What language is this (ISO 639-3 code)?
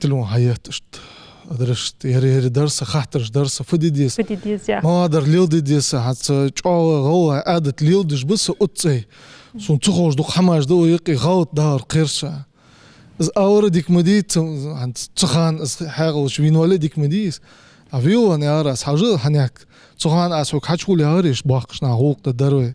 inh